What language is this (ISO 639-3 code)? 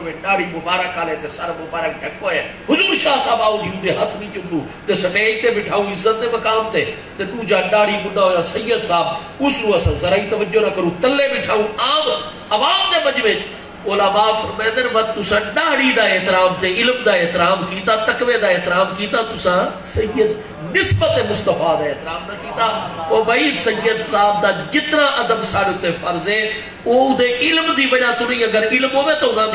skr